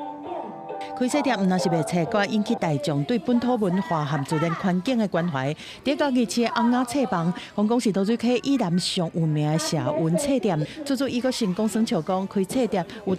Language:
Min Nan Chinese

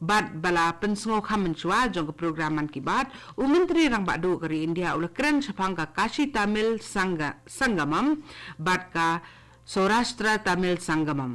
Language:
Khasi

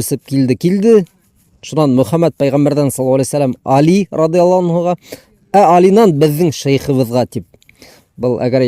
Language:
Bashkir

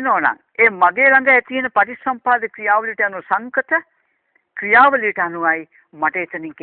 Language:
Sinhala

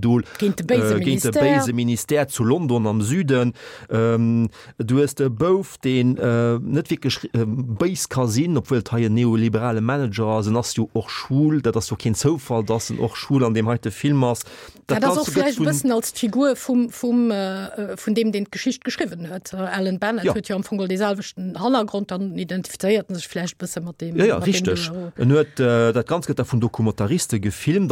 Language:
Luxembourgish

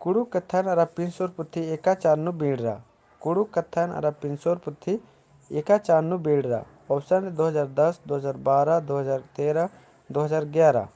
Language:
Kurukh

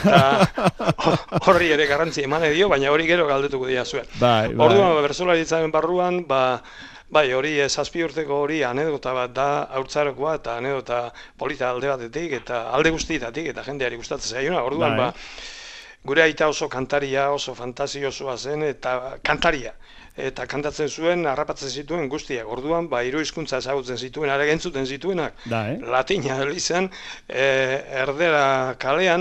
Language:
Basque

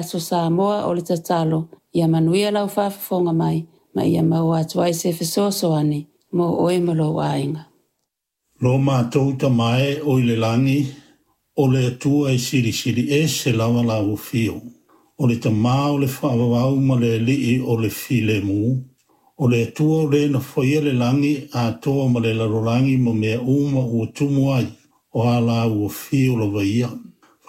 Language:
Samoan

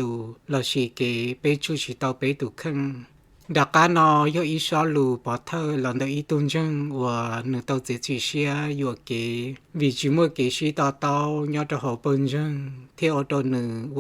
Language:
Hmong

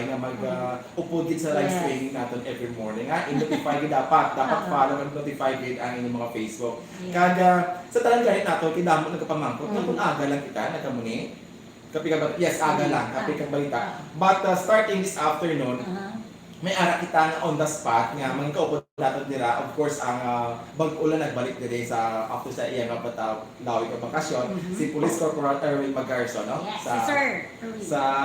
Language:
Hiligaynon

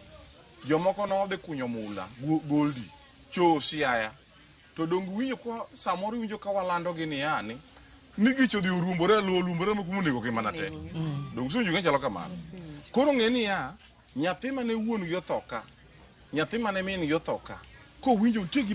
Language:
Luo (Kenya and Tanzania)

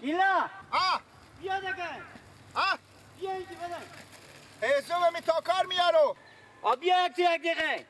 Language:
Persian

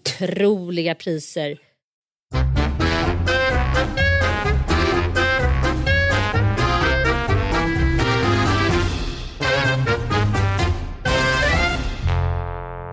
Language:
Swedish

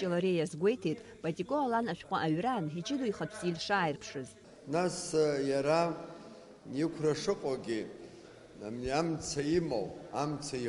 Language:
Abkhazian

